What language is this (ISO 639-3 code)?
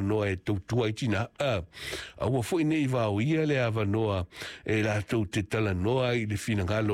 smo